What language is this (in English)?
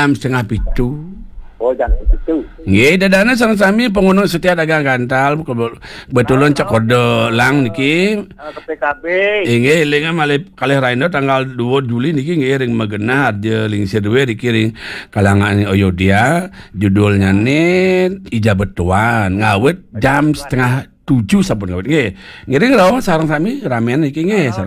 Balinese